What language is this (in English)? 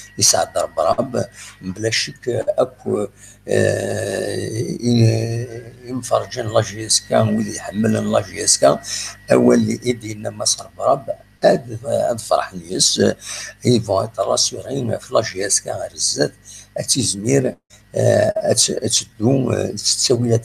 Kabyle